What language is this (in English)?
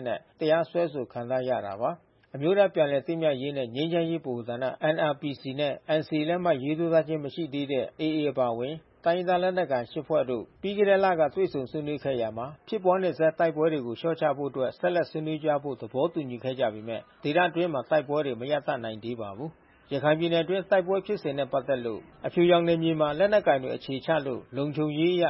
Burmese